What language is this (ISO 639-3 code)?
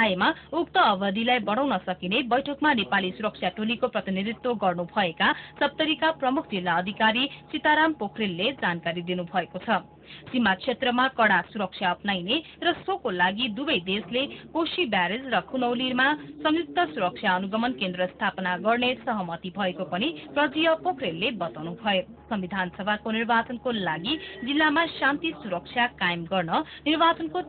nep